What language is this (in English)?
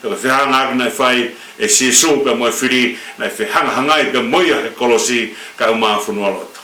Tongan